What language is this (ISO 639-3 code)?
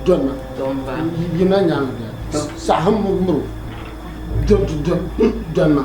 dag